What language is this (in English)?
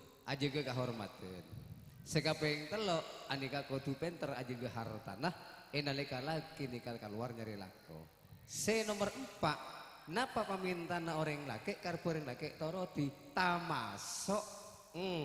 Madurese